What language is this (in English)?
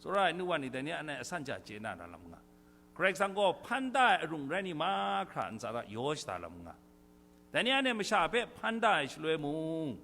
Kachin